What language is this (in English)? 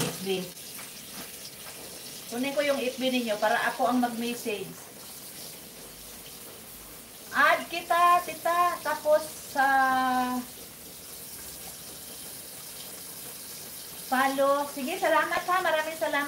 Filipino